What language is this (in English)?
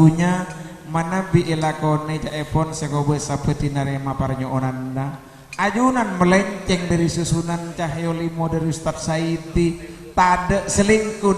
Madurese